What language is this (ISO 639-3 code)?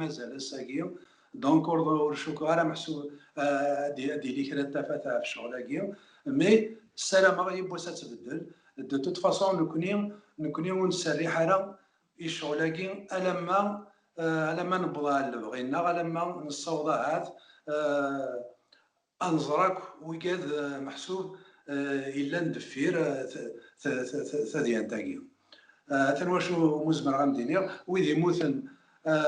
kab